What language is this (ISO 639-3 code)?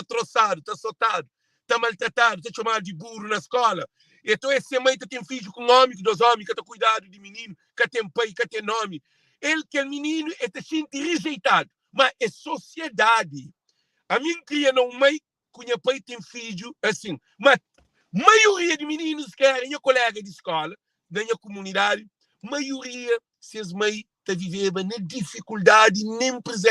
kea